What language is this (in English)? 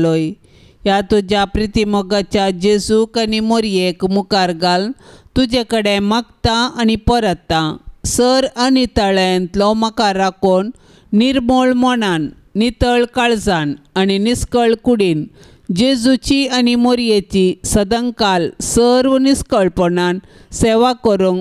Konkani